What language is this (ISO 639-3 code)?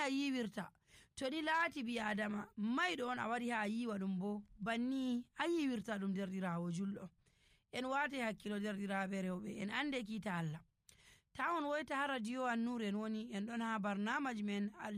fuv